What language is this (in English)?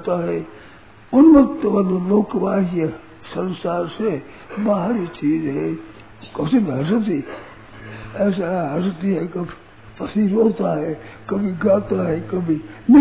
Hindi